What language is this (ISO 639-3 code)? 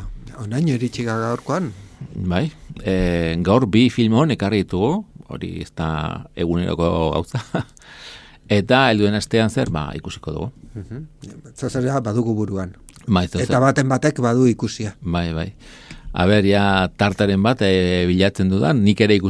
eus